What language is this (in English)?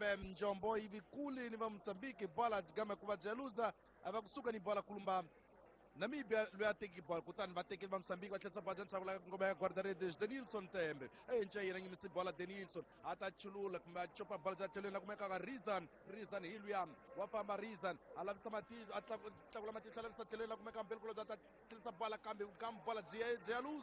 Tsonga